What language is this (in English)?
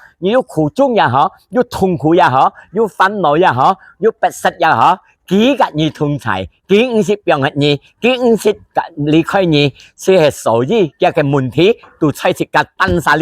Hakka Chinese